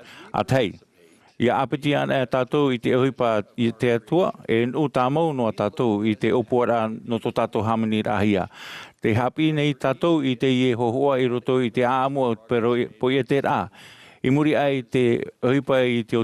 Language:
Tahitian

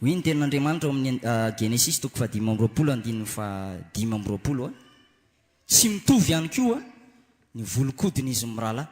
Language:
Malagasy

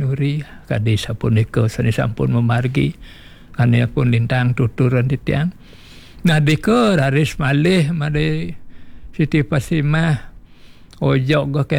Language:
Balinese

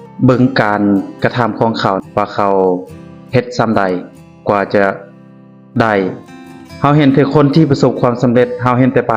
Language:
Lao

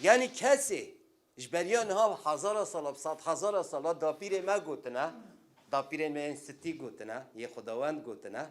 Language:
Kurdish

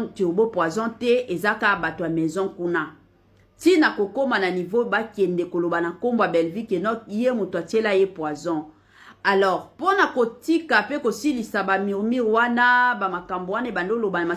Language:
Lingala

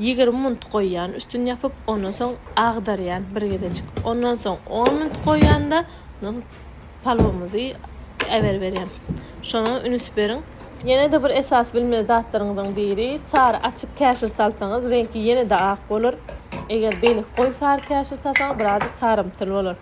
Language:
Turkmen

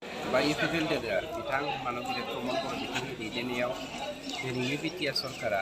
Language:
Bodo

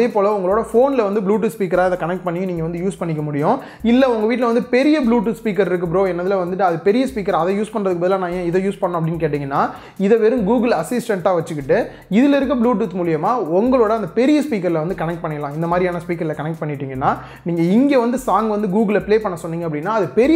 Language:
Tamil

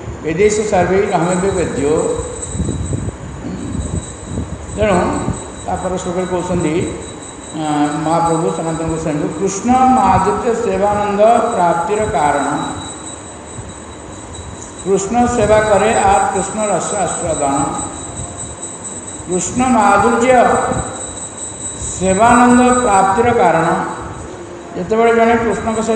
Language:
Odia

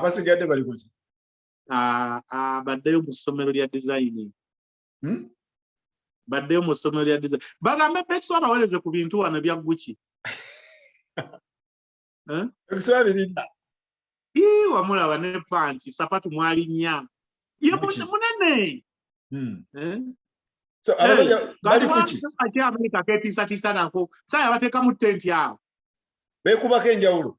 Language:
Ganda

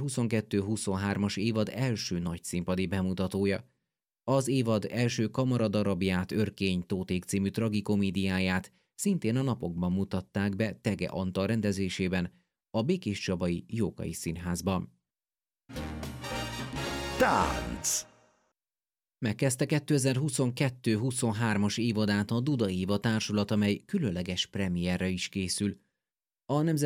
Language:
Hungarian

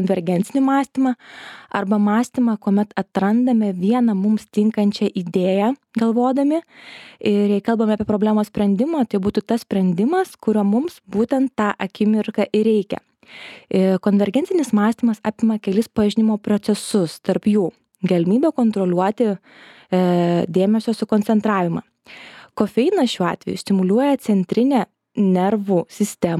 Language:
Lithuanian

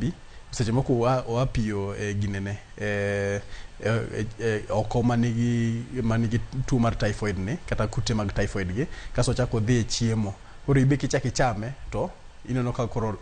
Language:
Luo (Kenya and Tanzania)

